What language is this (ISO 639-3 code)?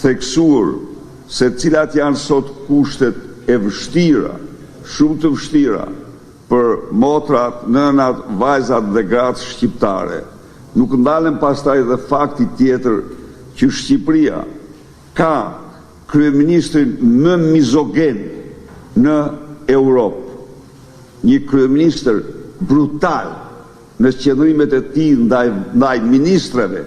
sqi